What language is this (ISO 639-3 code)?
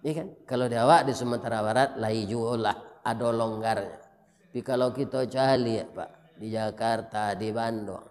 min